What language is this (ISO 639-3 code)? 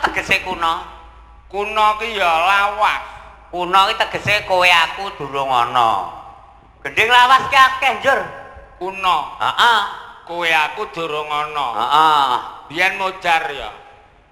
jav